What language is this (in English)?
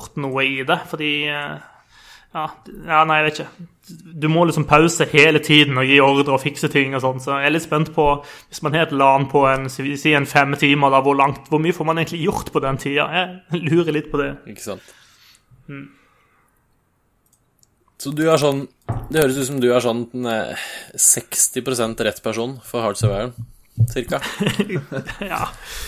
Norwegian